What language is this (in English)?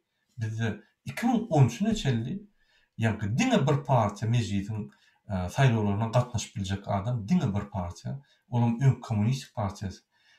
Turkmen